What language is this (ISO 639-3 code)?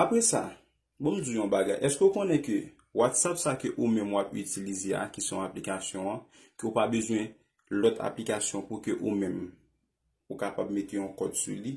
hat